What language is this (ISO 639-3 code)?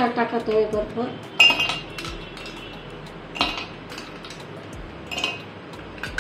mar